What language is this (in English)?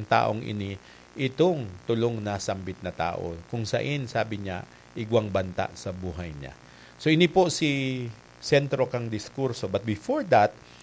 Bikol